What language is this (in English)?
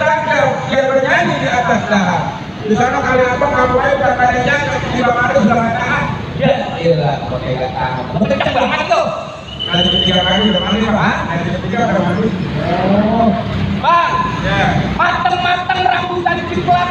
Betawi